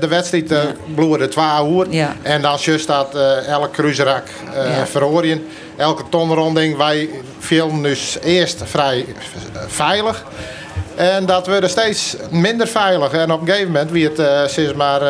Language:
Western Frisian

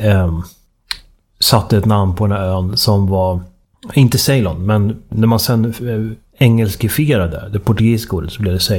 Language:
Swedish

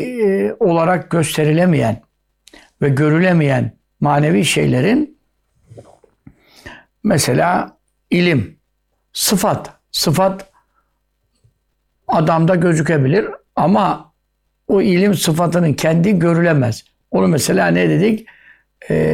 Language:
Turkish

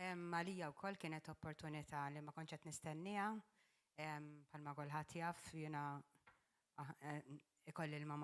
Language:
Maltese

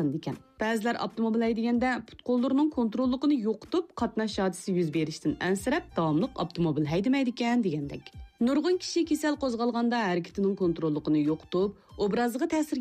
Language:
Uyghur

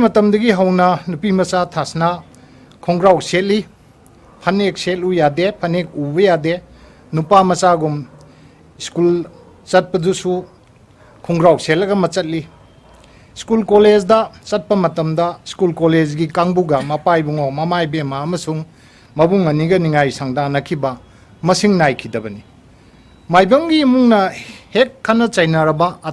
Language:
Manipuri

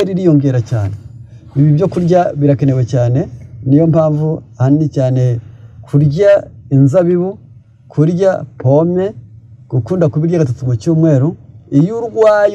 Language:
Kinyarwanda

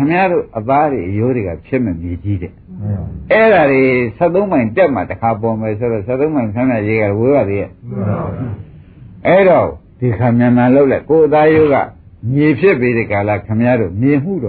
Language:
Burmese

